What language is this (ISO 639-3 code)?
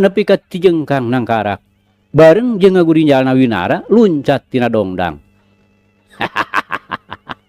sun